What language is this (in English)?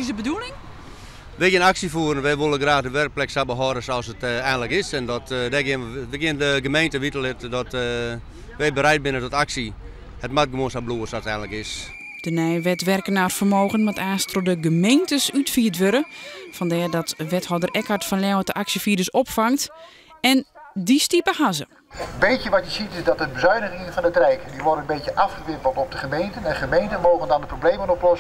Western Frisian